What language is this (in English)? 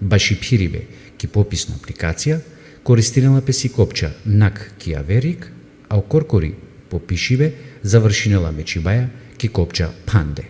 Balkan Romani